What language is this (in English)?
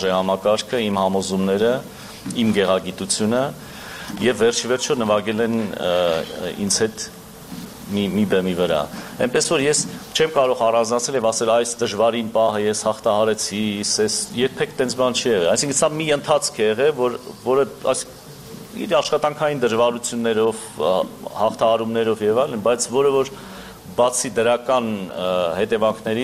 Armenian